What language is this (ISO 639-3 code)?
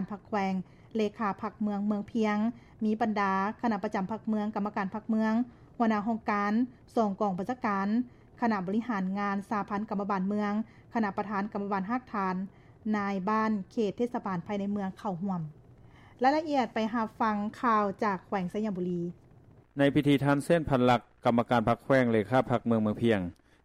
lao